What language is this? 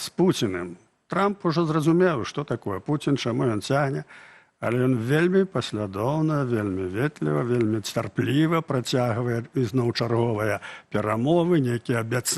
Belarusian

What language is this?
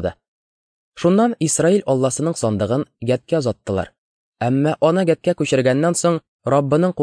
Tatar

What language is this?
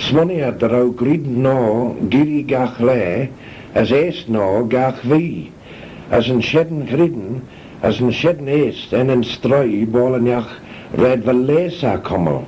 Manx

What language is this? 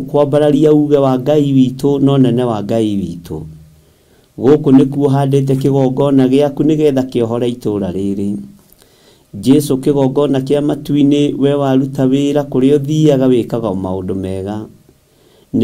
Kikuyu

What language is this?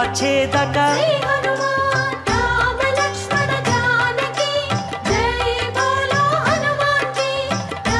Telugu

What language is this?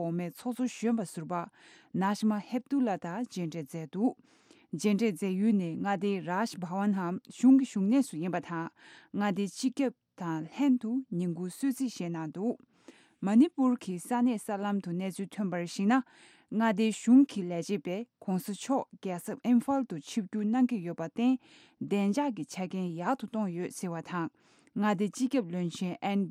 Tibetan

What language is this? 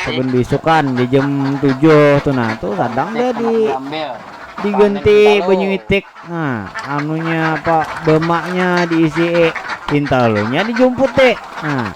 Banjar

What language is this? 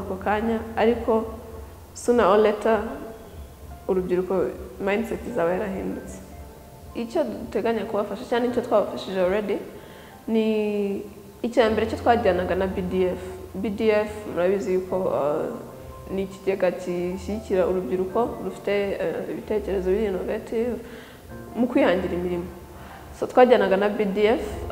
Kinyarwanda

